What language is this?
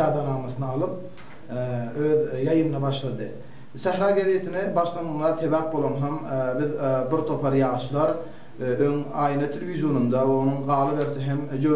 Turkmen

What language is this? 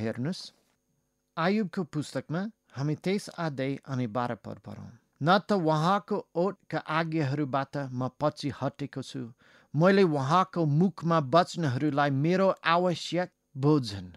Nepali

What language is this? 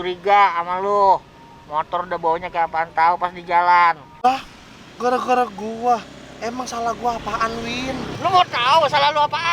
Betawi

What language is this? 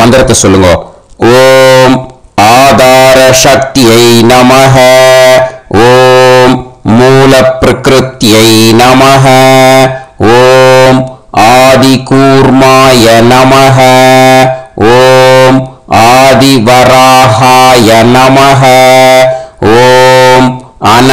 Tamil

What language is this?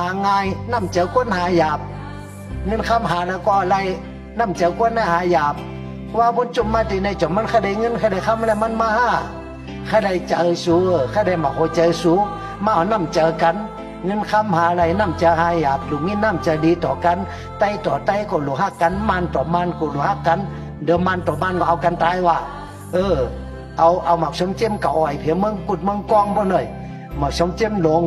Shan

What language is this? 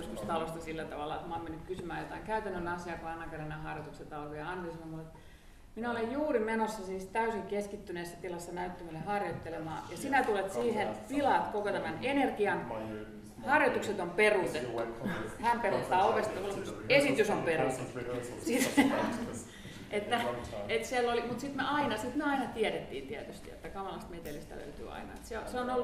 Finnish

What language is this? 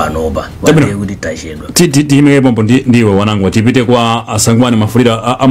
Nyanja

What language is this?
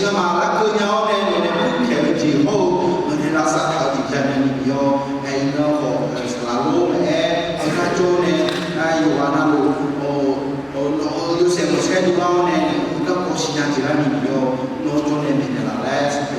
Akha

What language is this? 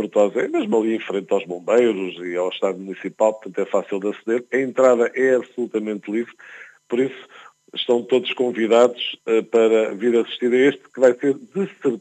Portuguese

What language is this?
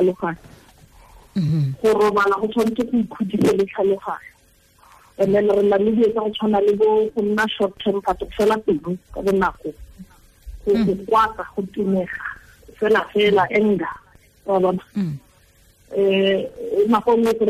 Tswana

